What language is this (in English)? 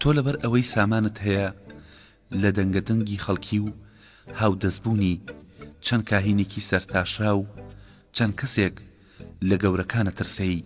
Central Kurdish